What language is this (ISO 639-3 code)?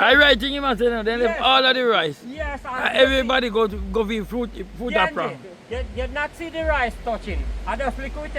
jam